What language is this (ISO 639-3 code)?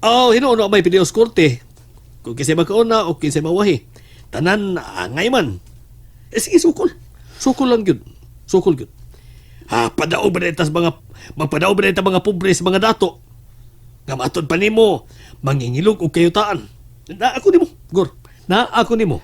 ceb